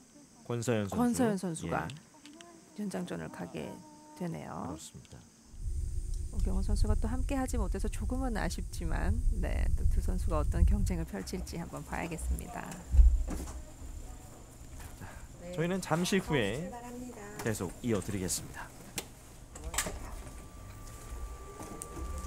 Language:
Korean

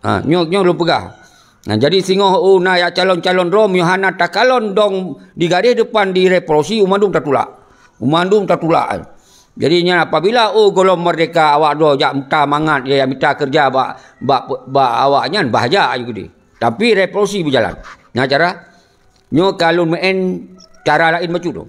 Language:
Achinese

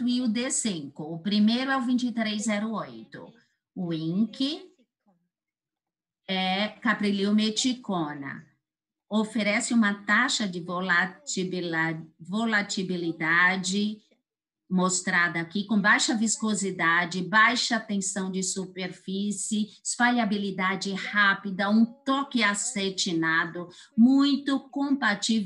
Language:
Portuguese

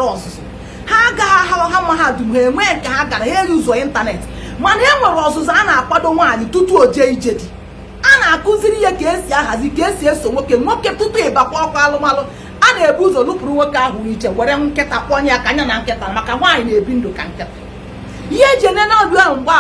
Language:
Igbo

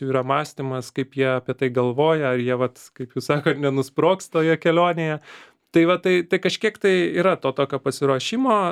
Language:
Lithuanian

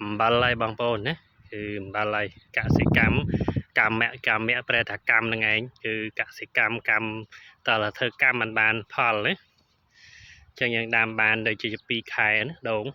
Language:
Khmer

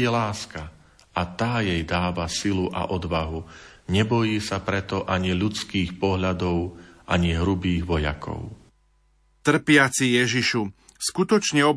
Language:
Slovak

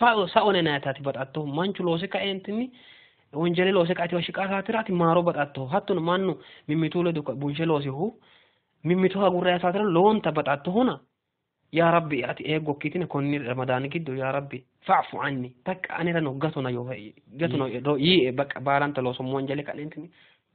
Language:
Sidamo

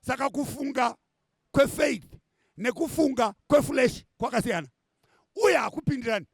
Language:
Shona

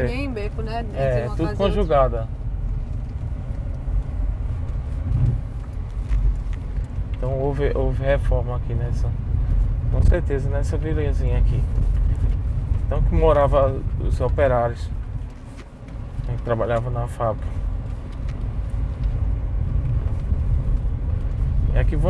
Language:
Portuguese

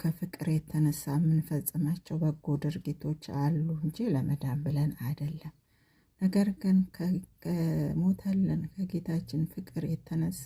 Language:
Amharic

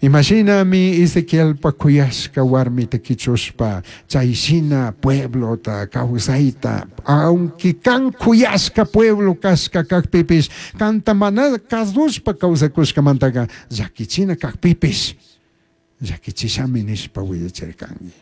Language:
Chimborazo Highland Quichua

